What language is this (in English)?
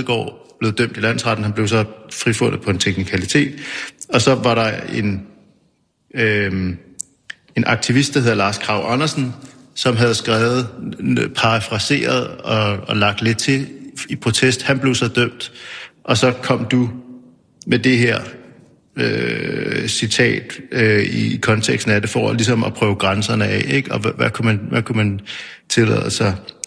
Danish